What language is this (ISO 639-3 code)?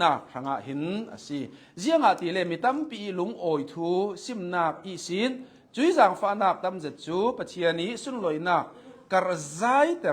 cnh